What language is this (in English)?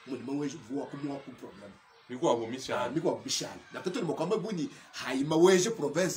Luba-Lulua